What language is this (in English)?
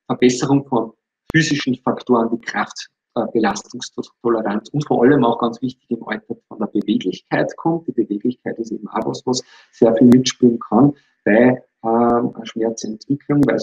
German